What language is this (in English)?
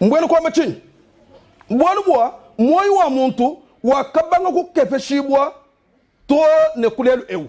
Luba-Lulua